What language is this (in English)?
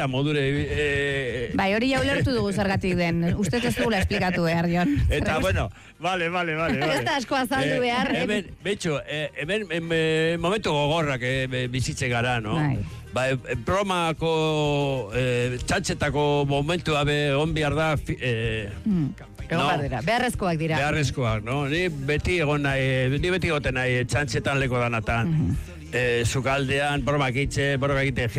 Basque